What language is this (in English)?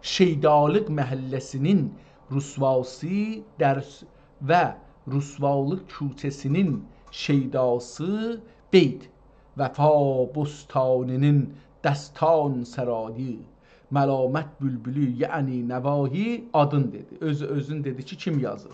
South Azerbaijani